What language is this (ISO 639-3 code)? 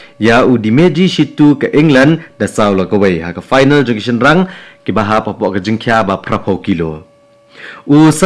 kha